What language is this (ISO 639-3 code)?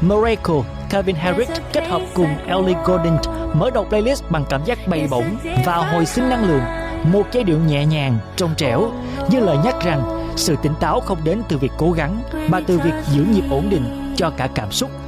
vie